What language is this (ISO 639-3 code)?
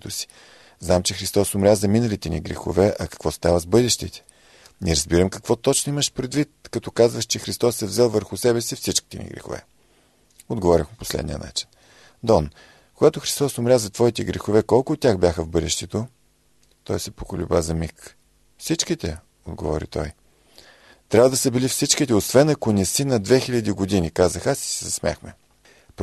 bul